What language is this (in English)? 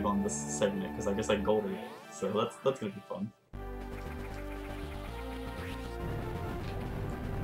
English